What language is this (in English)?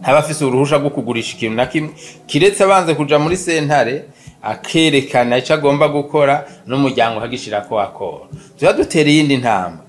Rundi